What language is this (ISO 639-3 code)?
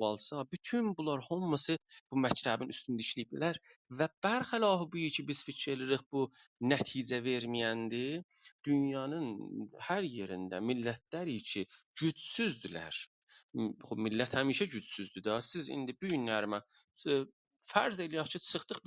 azb